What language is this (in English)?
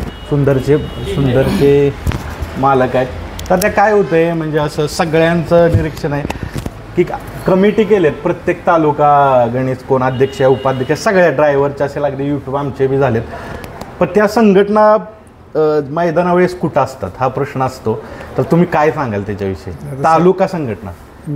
Marathi